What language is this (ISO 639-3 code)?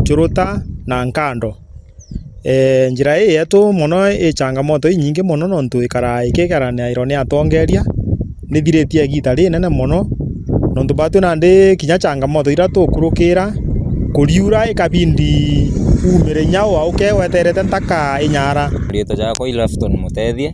mer